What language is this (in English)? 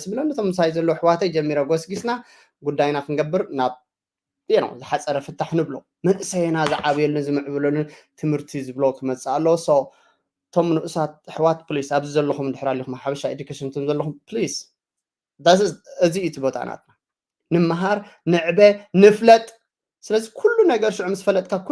Tigrinya